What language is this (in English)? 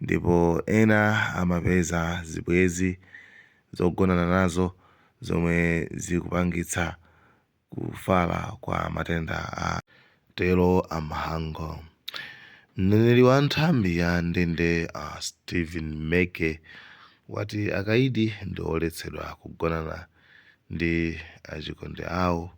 Nyanja